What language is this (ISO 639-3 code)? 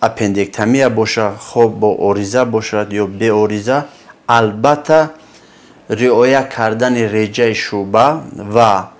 tgk